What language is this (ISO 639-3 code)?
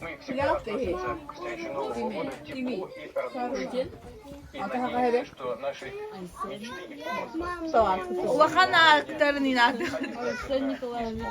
sah